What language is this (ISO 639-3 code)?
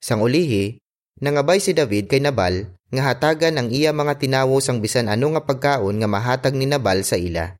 hil